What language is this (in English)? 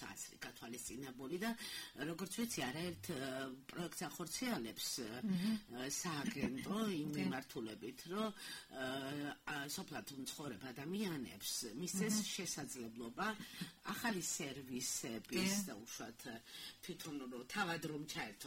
Georgian